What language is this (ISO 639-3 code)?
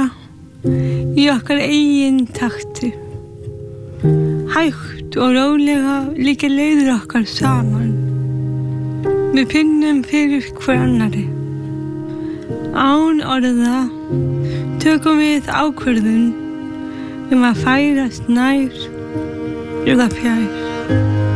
isl